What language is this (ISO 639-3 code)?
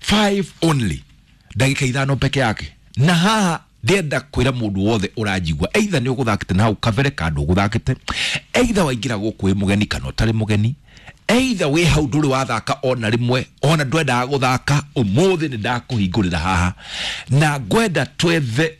kik